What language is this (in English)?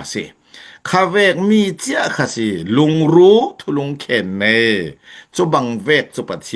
Falam Chin